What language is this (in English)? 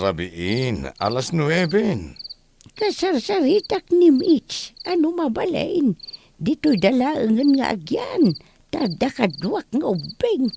Iloko